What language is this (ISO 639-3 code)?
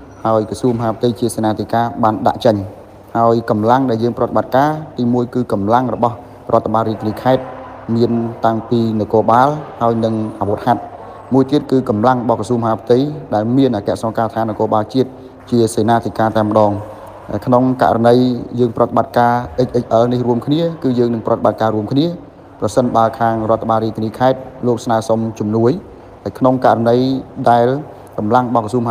khm